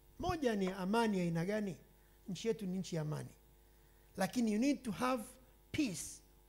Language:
Swahili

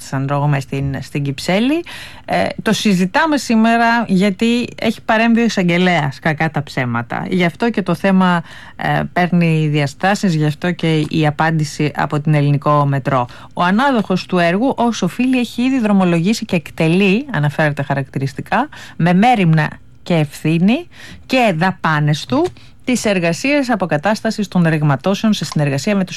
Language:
Greek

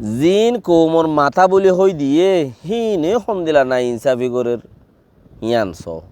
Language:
Rohingya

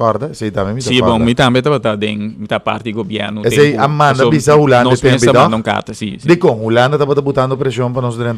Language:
Papiamento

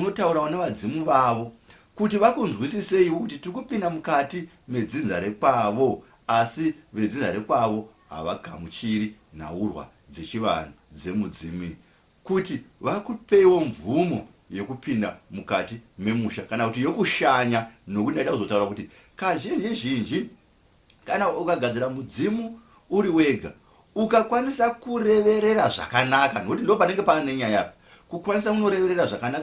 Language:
Shona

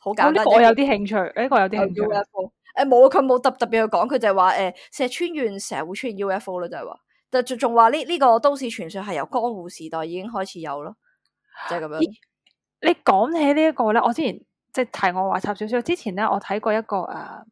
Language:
Cantonese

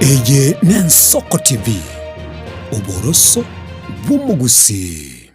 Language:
Gusii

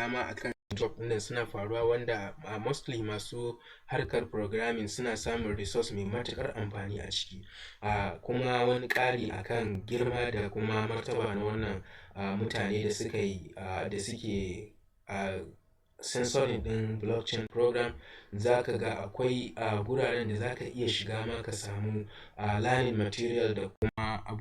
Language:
Hausa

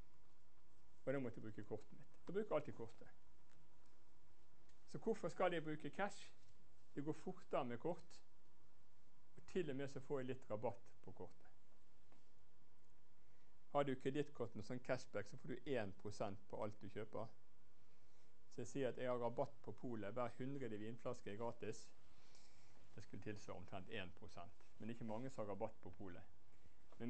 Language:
Norwegian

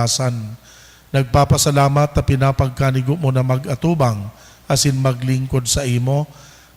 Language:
Bikol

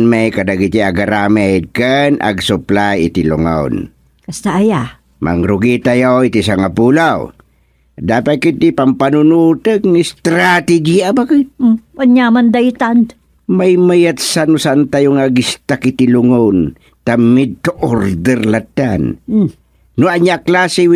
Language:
Iloko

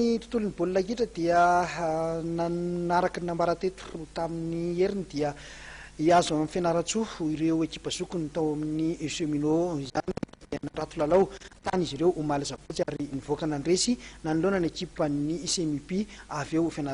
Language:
Malagasy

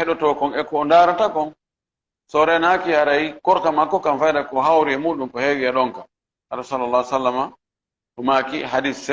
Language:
Fula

